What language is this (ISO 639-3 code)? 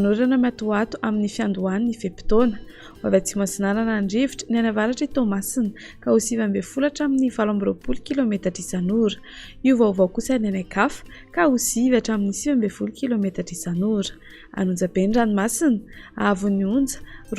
mlg